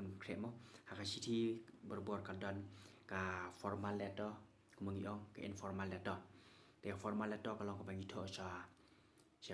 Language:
Khasi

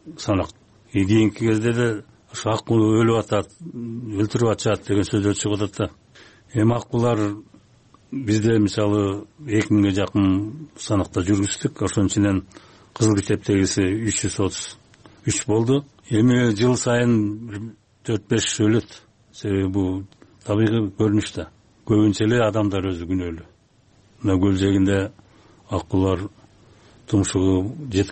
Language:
Kyrgyz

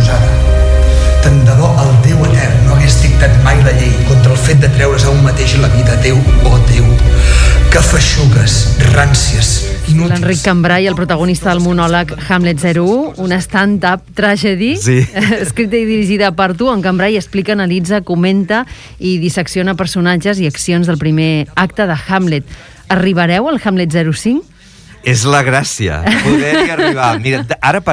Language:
Catalan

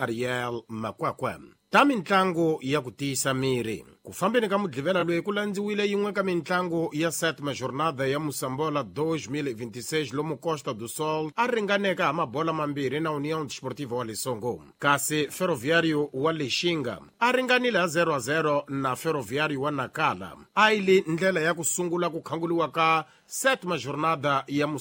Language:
Tsonga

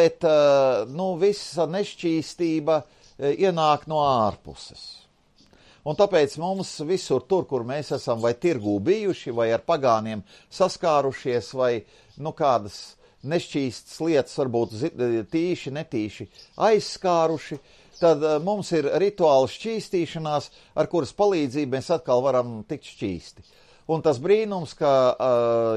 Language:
Latvian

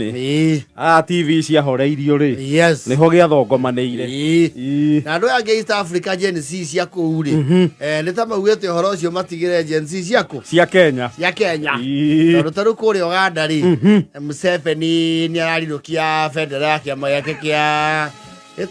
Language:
Kikuyu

